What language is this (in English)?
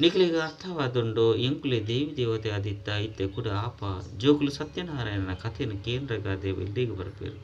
Tulu